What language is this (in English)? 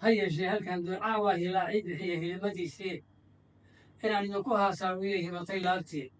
Somali